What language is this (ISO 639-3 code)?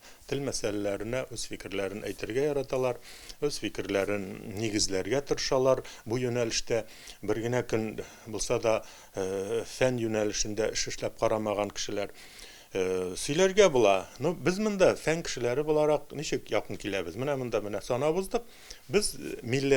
tat